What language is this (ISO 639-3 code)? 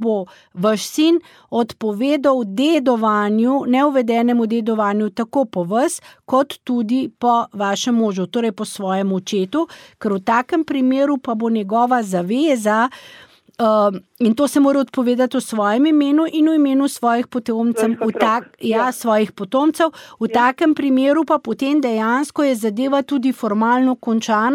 slv